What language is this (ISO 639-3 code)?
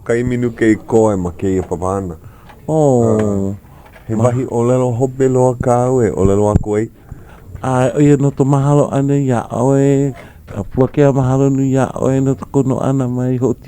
haw